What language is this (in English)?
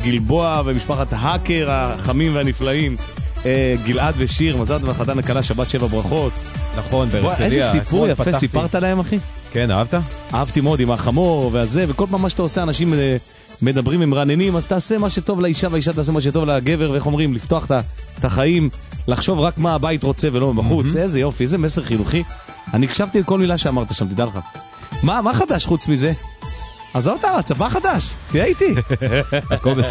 Hebrew